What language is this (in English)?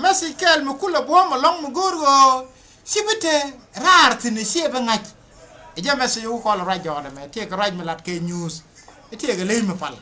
Nuer